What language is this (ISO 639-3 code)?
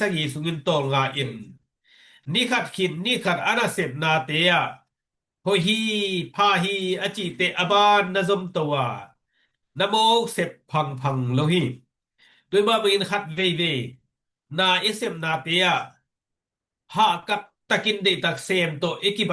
ctd